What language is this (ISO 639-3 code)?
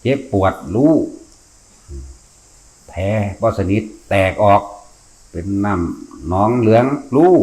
tts